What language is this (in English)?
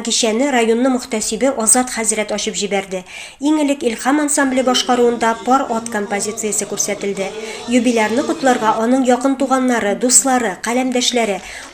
Tatar